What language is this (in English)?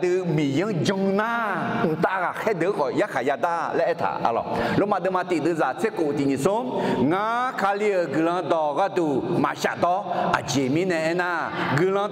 Akha